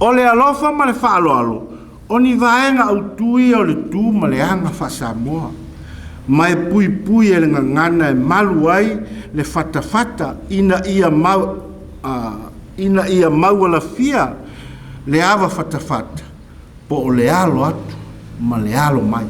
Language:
Samoan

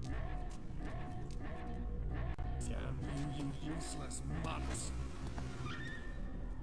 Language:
German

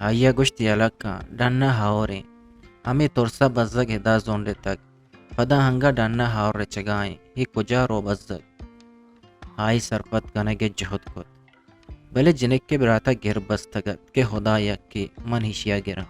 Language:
Eastern Balochi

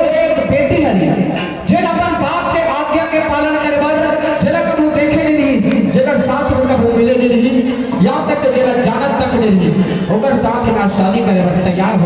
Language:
Chhattisgarhi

